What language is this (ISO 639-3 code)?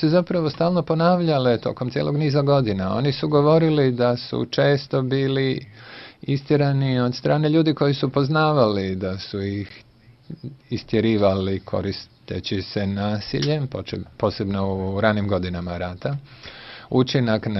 bos